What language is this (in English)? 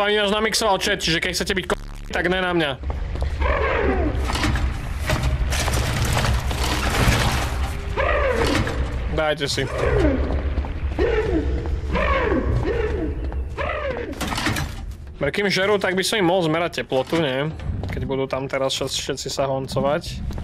Slovak